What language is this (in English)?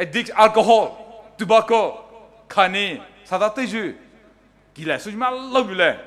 Poumei Naga